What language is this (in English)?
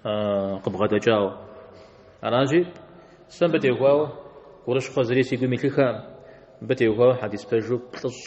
Kabardian